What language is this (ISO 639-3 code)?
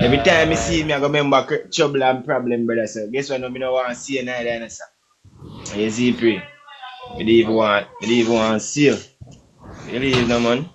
jam